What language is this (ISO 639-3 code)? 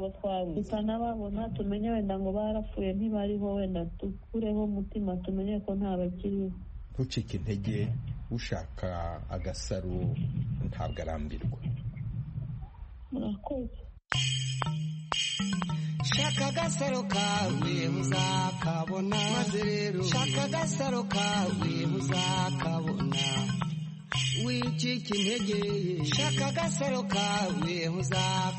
kin